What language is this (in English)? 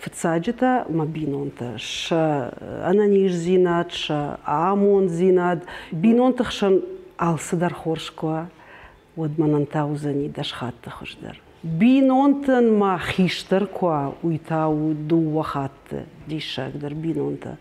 Ossetic